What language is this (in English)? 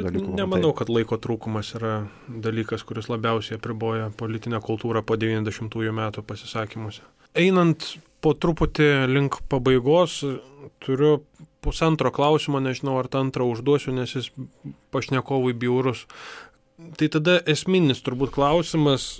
Lithuanian